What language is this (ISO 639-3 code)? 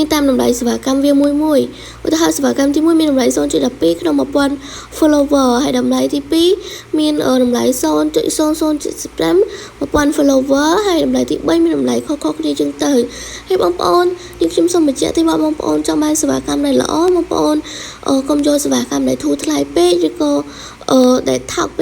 khm